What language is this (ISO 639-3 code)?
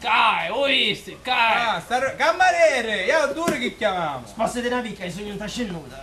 scn